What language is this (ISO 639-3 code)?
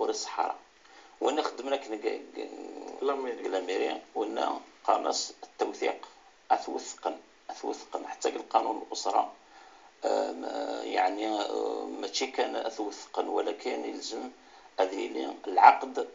kab